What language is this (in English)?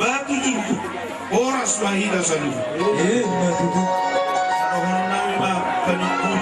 Batak Toba